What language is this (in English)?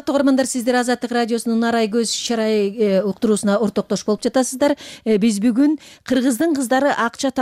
Kyrgyz